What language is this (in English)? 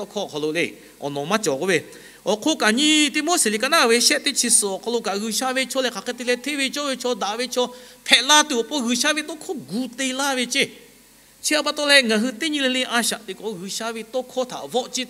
Lahu